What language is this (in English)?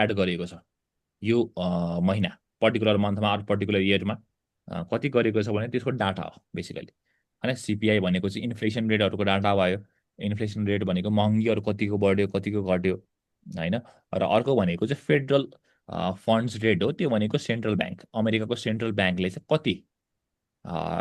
Nepali